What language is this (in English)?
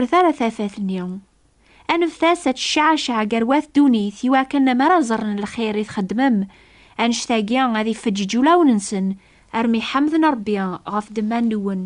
Kabyle